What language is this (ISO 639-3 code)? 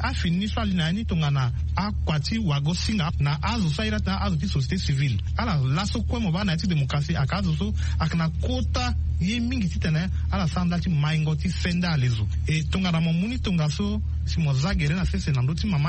sag